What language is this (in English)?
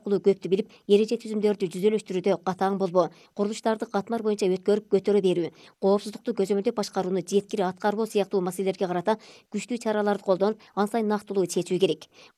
Kyrgyz